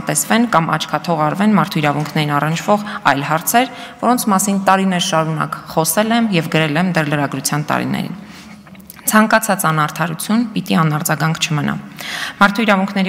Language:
Armenian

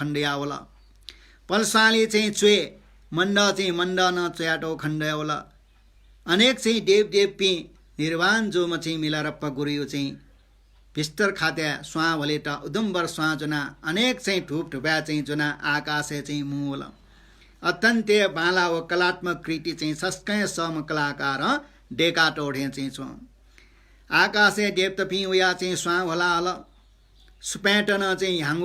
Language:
Newari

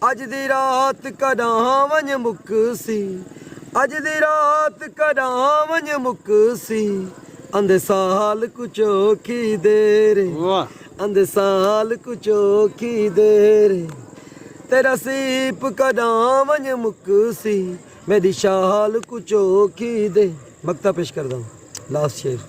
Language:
Saraiki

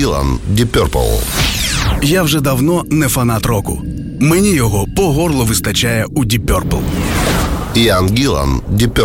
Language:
Ukrainian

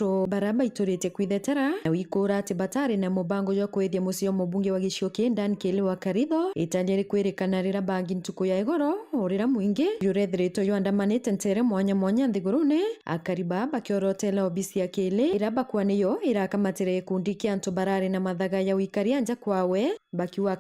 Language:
Meru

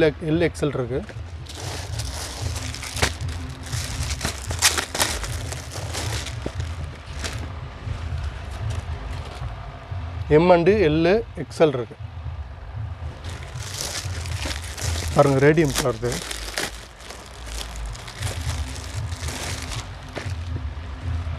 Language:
Tamil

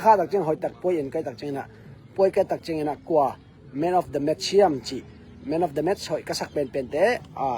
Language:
Tedim Chin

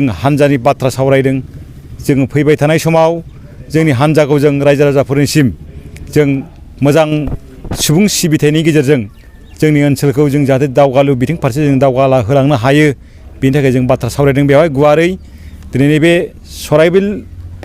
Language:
Bodo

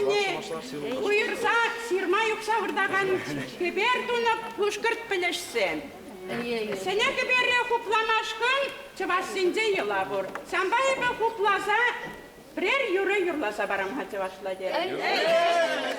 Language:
Bashkir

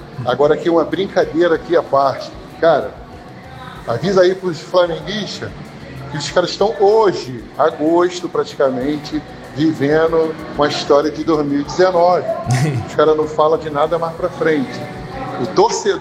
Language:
Portuguese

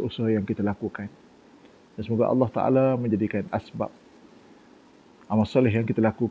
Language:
Malay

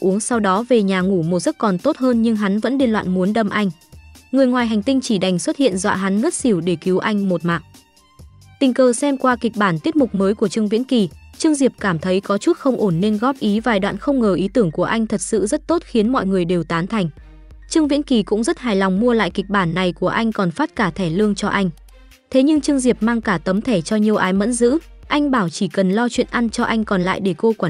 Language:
Vietnamese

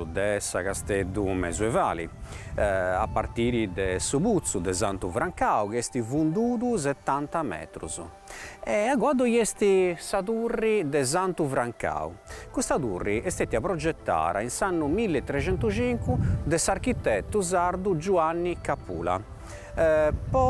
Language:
Sardinian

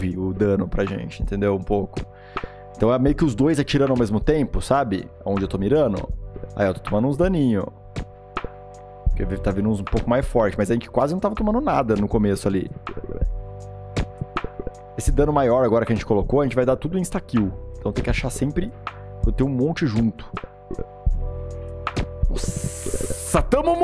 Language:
Portuguese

